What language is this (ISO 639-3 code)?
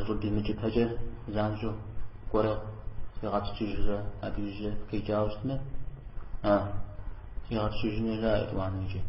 kbd